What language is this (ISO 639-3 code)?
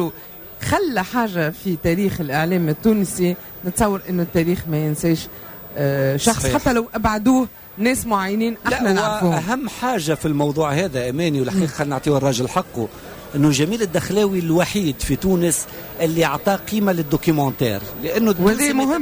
aeb